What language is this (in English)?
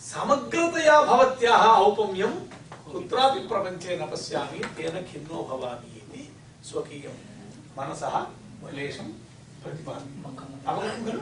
Sanskrit